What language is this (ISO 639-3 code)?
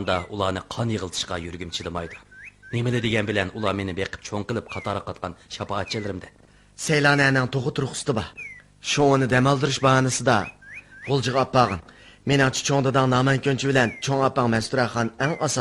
uig